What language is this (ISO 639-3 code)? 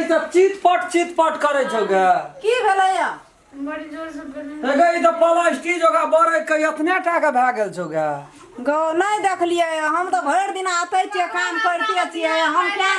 mai